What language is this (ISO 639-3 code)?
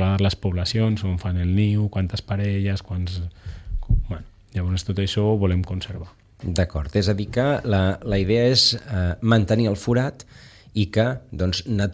cat